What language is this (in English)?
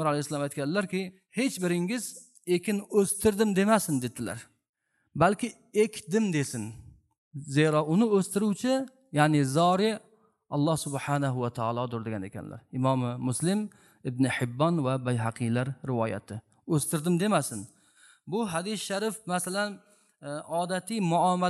Uzbek